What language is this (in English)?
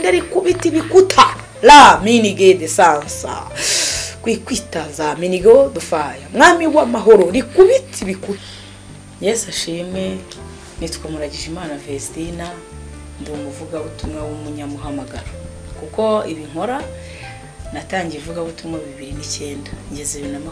Kinyarwanda